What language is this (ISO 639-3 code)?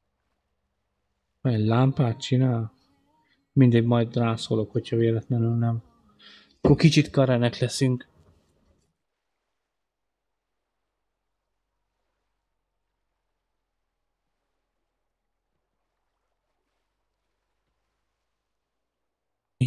hun